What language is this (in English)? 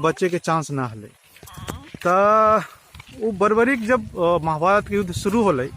Magahi